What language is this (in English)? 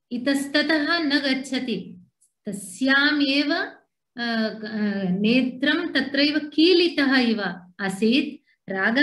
Sanskrit